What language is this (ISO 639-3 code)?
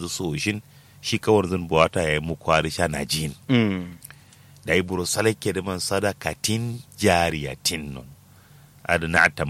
kau